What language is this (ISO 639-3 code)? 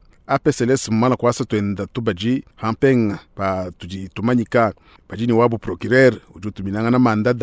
lua